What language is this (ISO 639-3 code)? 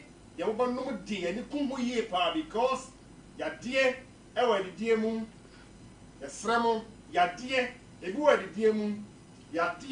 aka